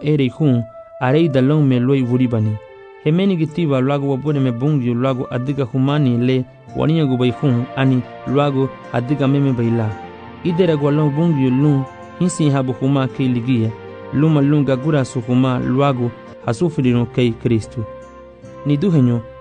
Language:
Garifuna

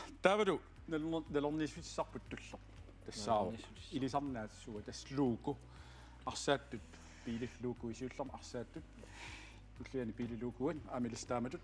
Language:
Kalaallisut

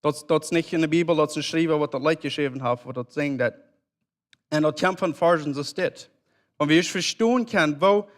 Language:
Plautdietsch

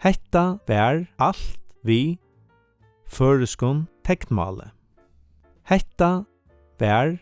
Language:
Faroese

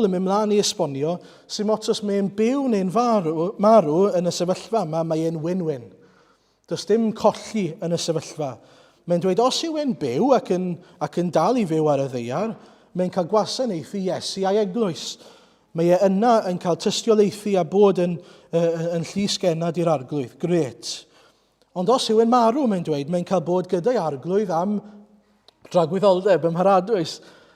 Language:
Welsh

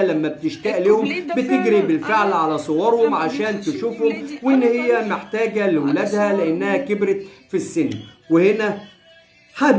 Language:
Egyptian Arabic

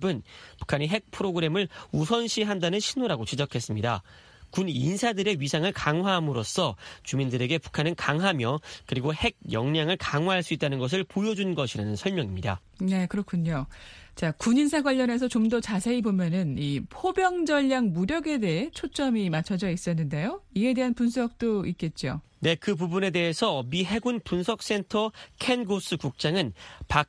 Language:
Korean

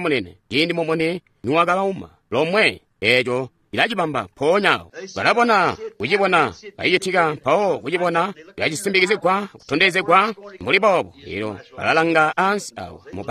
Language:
Tonga (Zambia)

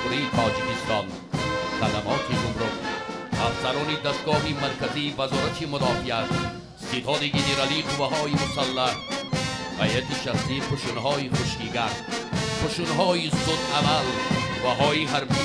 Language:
Tajik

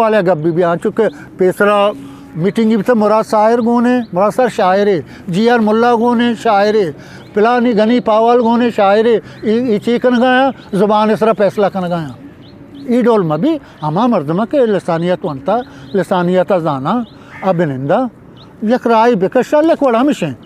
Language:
Eastern Balochi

